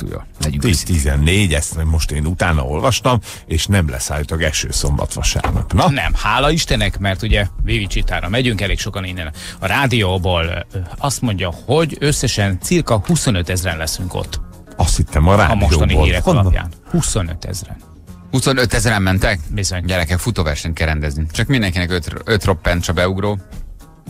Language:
Hungarian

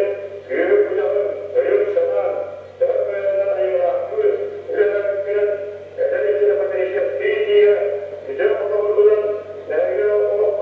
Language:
Yakut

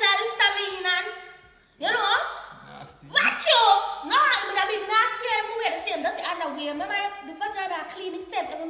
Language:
Jamaican Creole English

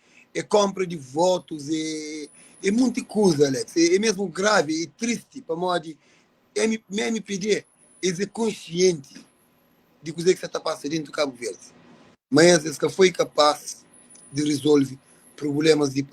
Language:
Kabuverdianu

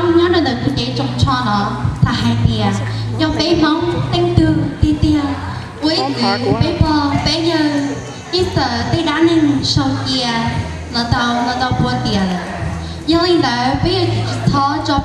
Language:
Hmong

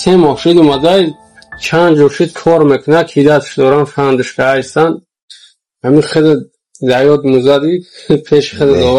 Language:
Tajik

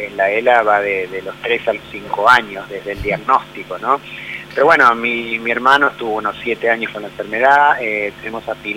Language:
Spanish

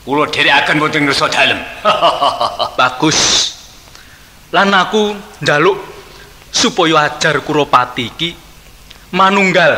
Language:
Javanese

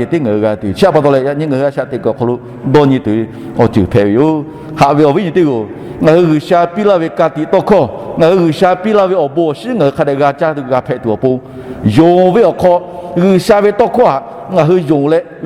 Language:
Lahu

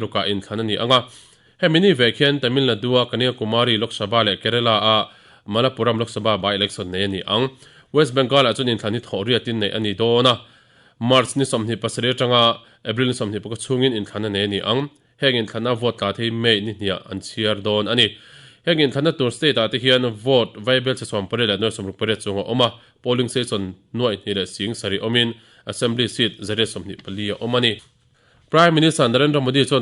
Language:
Mizo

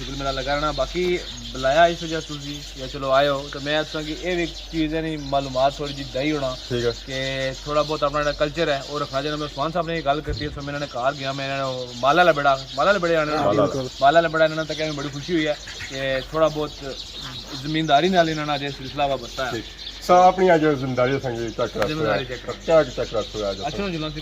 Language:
Pahari-Potwari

